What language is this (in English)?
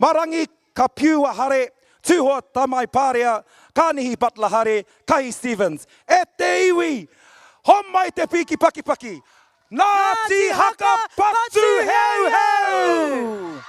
Māori